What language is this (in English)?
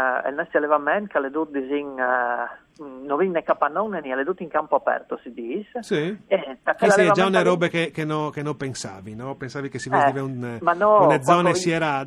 Friulian